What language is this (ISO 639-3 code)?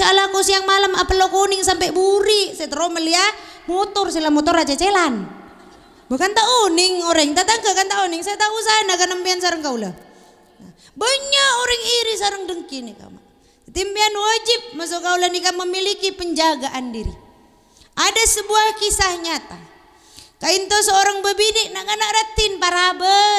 mad